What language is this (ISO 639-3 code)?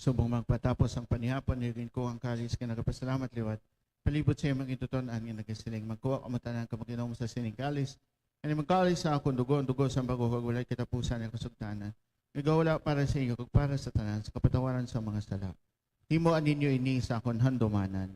hil